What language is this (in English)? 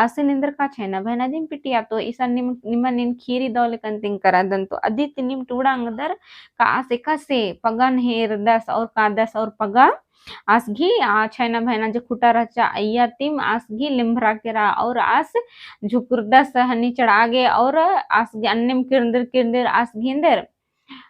Kurukh